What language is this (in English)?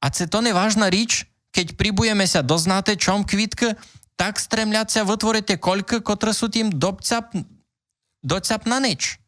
Rusyn